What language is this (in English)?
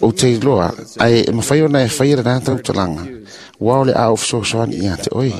Samoan